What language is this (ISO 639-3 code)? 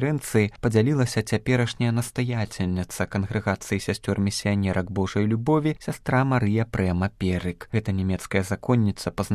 bel